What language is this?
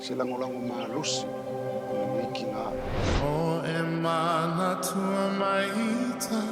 Samoan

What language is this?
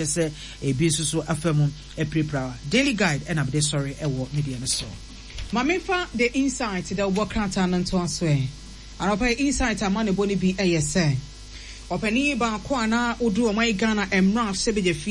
Akan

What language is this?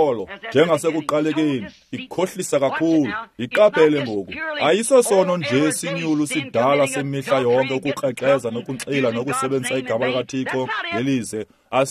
Xhosa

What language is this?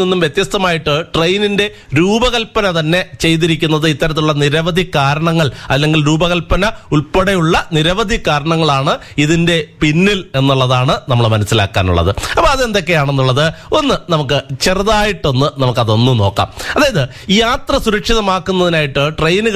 Malayalam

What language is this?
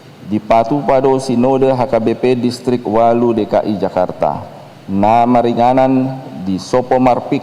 Batak Toba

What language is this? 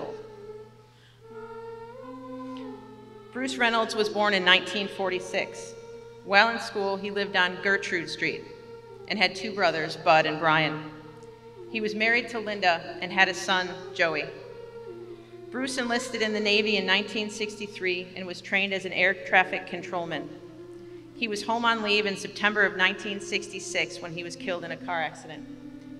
English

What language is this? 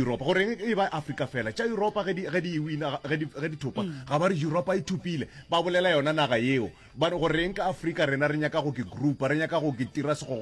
Northern Sotho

